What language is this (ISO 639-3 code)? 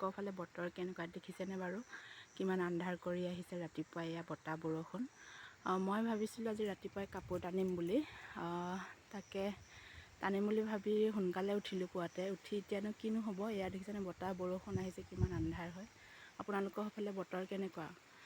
asm